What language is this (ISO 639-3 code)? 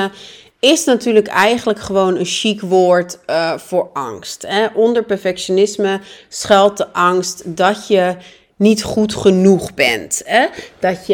nld